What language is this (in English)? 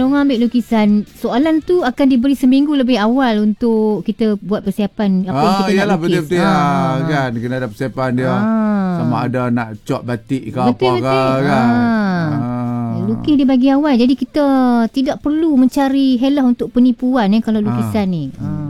Malay